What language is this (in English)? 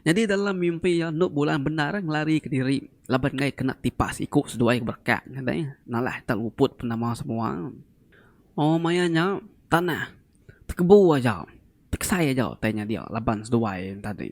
Iban